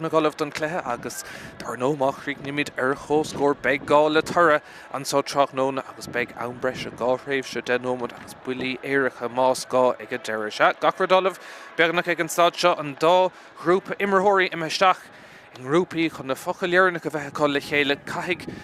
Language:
Irish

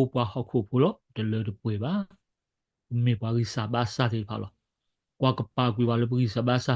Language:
S'gaw Karen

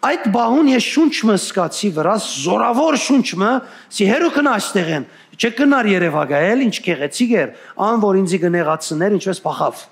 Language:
Western Armenian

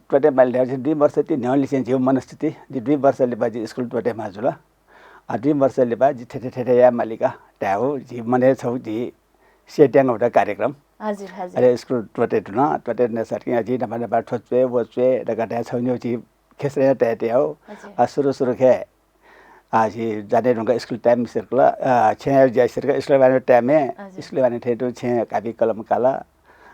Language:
Newari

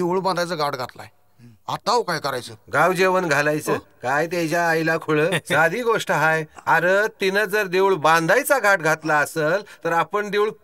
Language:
Marathi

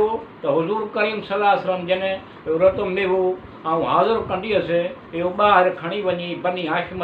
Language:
Sindhi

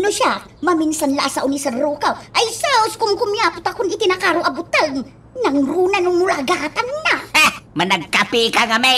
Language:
Iloko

